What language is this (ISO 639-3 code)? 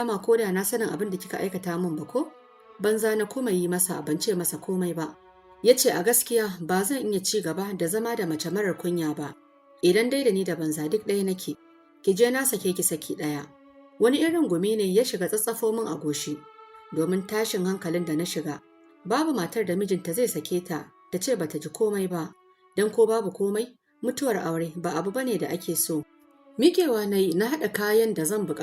hau